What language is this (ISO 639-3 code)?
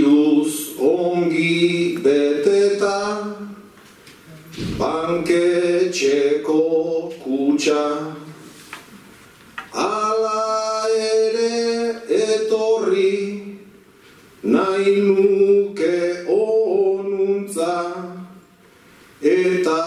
eus